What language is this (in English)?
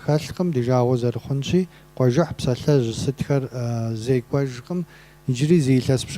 Kabardian